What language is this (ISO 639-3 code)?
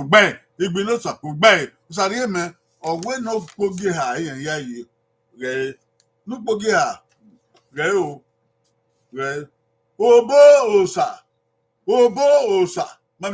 bin